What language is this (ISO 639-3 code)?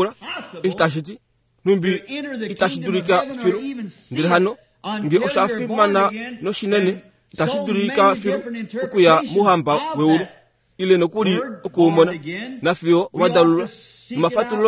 kua